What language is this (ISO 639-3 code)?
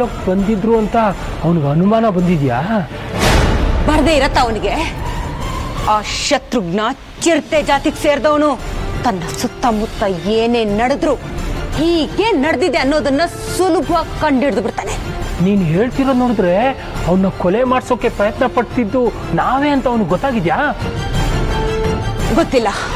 kan